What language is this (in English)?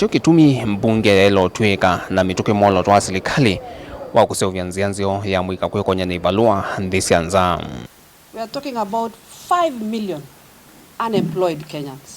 Kamba